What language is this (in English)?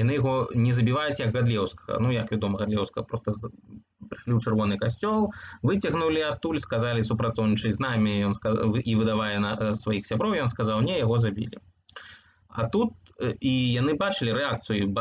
Belarusian